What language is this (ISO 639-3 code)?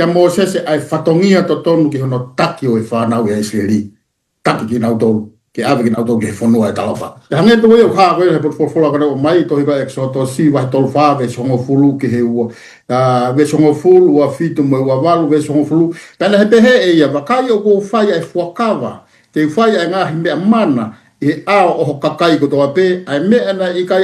ton